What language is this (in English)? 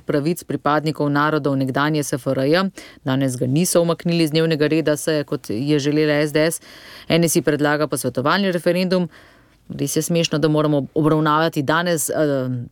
Slovenian